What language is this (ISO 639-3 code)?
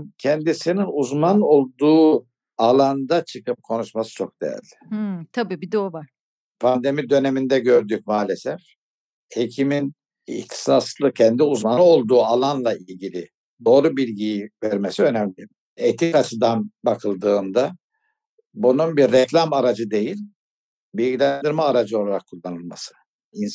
tur